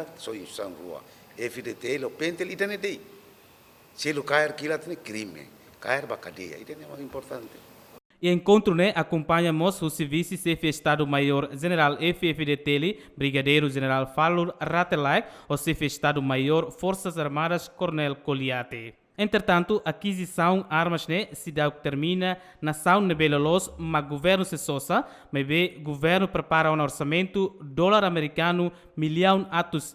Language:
Tetum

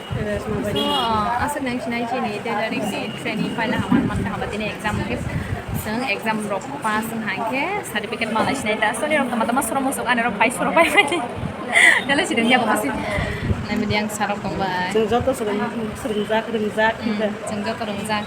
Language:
Kok Borok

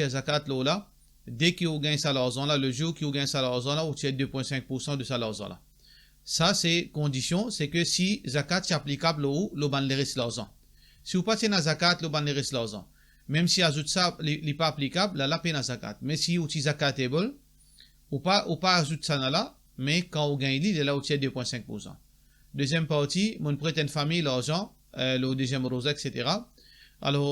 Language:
Morisyen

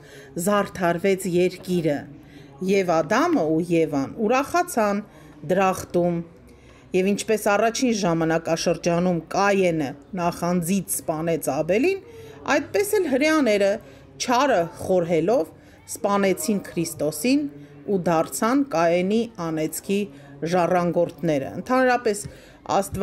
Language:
Armenian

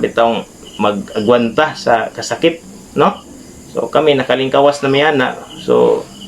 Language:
Cebuano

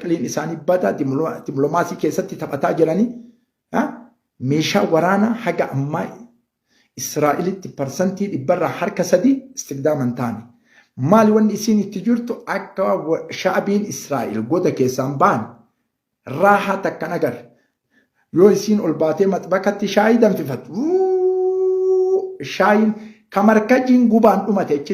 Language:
Oromo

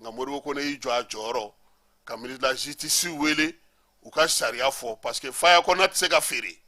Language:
Bambara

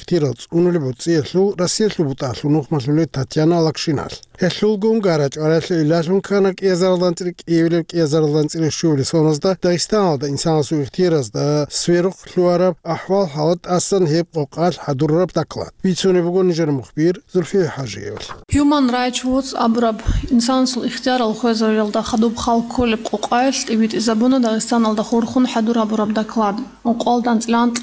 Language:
Avaric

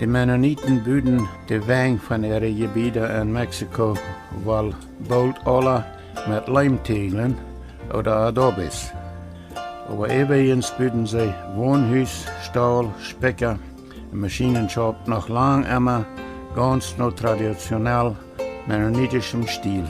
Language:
Plautdietsch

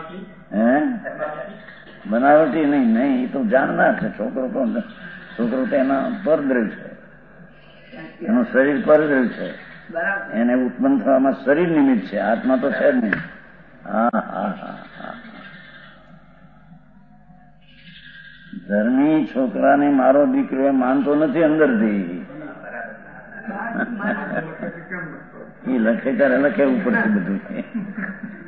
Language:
Gujarati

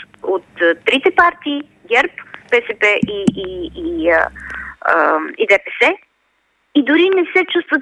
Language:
Bulgarian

